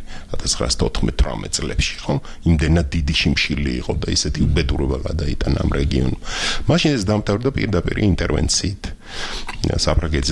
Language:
Georgian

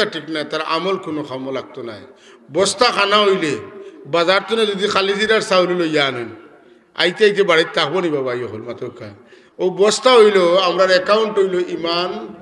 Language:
Sylheti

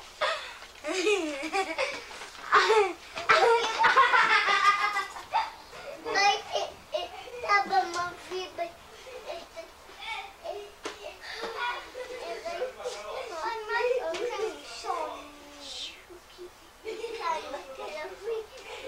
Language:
Hebrew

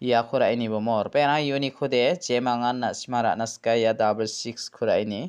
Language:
Garo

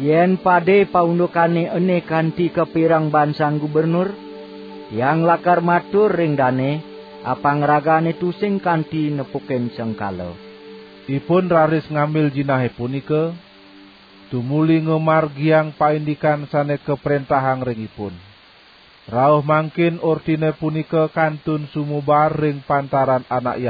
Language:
Balinese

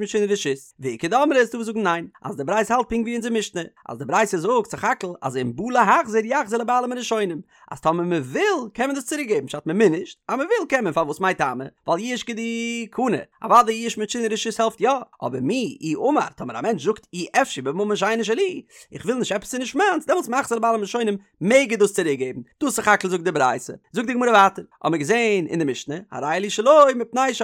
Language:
Yiddish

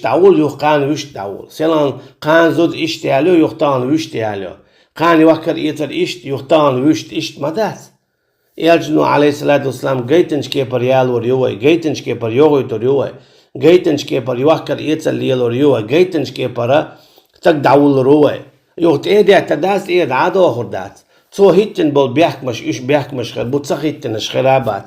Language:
Chechen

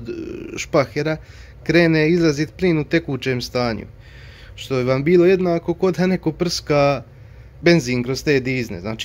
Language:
Croatian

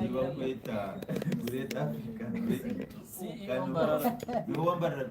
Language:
Nyankole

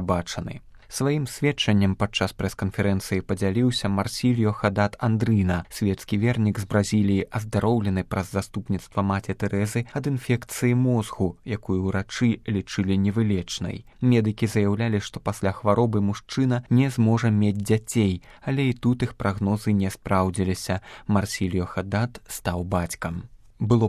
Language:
Belarusian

